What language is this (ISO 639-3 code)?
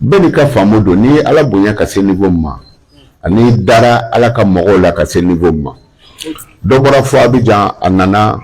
bam